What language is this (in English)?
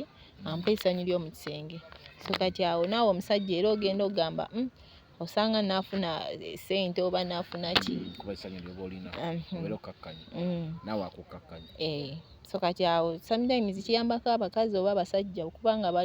Ganda